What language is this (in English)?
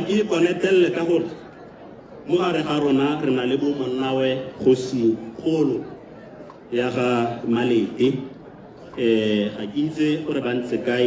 Tswana